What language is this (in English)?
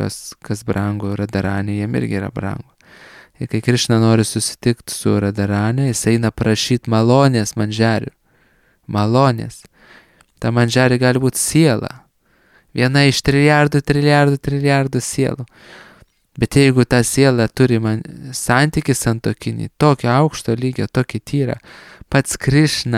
Lithuanian